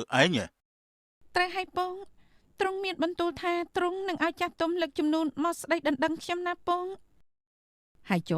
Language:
Khmer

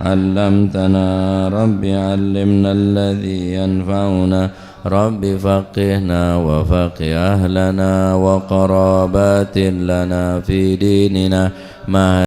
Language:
Madurese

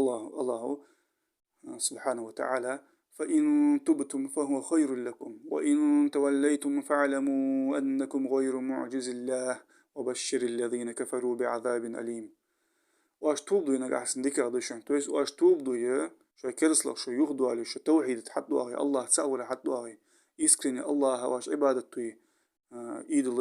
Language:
Ingush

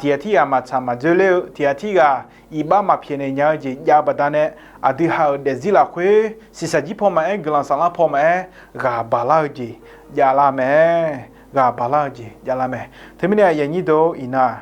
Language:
Akha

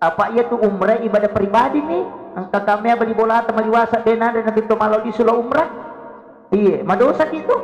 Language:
Buginese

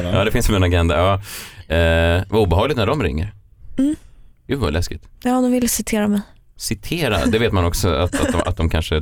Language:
Swedish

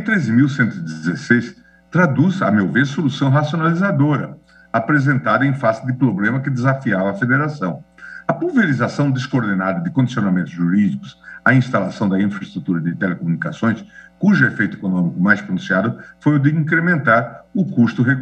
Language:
Portuguese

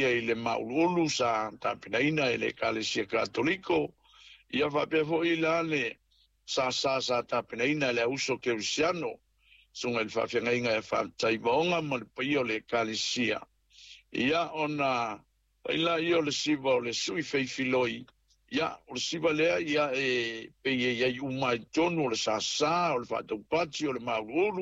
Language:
Samoan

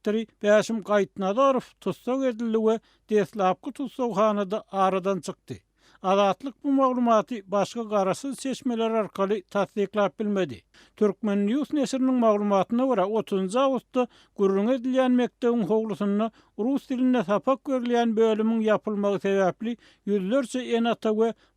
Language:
Turkmen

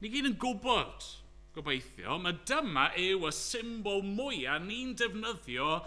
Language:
Welsh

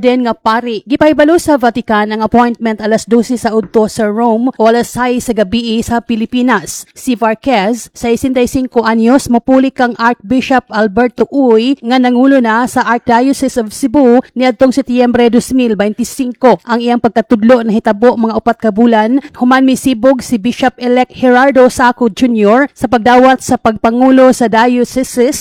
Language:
Cebuano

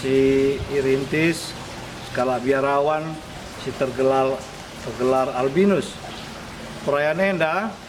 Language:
Batak Karo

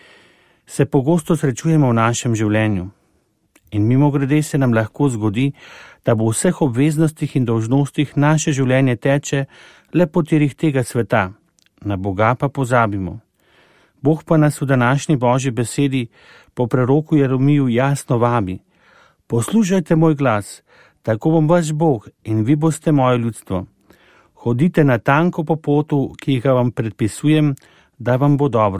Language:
Slovenian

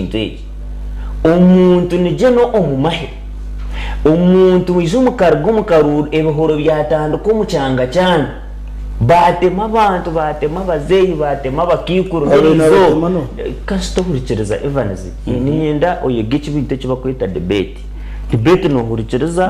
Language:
Nyankole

